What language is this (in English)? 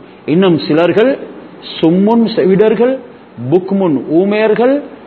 Tamil